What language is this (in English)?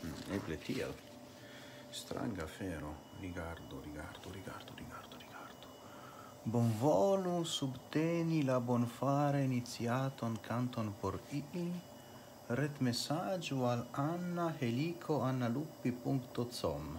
Esperanto